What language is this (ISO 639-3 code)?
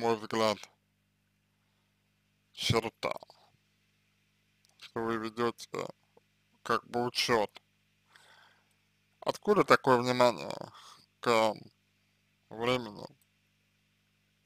rus